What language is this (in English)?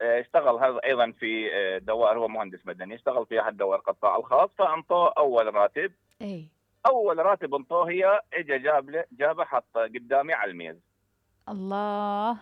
Mesopotamian Arabic